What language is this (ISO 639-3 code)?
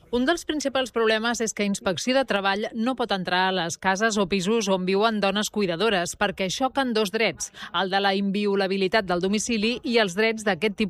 cat